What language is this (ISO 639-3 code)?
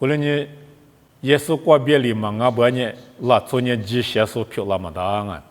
lis